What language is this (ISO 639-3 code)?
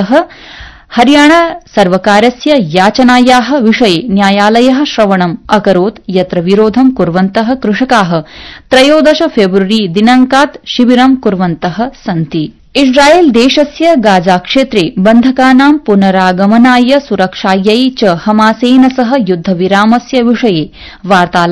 san